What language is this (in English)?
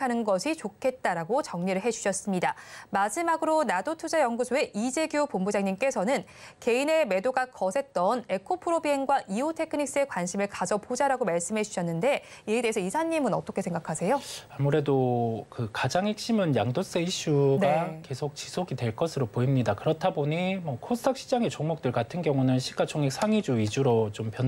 Korean